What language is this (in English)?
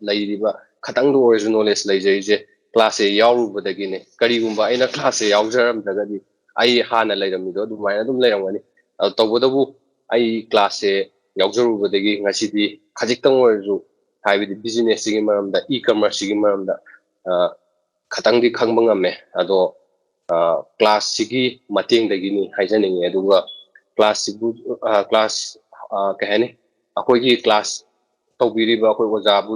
Manipuri